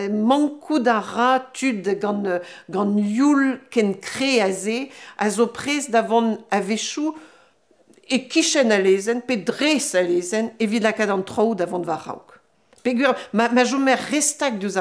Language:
Breton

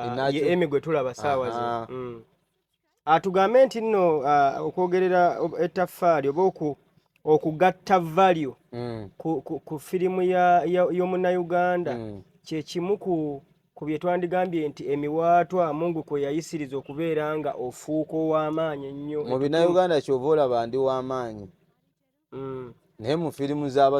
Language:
Ganda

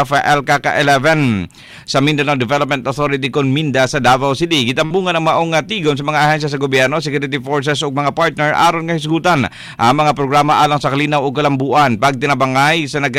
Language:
Cebuano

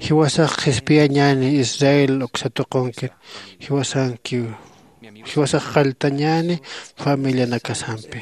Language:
Aymara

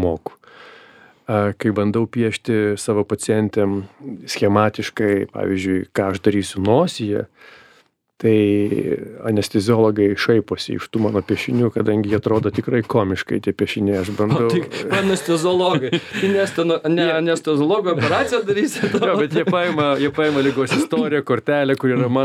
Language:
Lithuanian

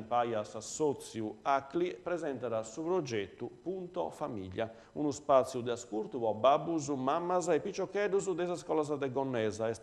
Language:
Sardinian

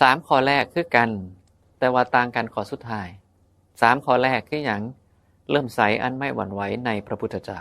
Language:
Northeastern Thai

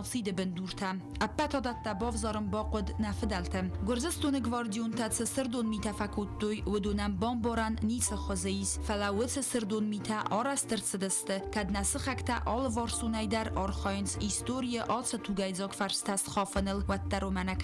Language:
Ossetic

